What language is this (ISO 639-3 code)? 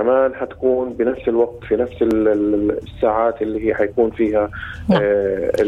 apc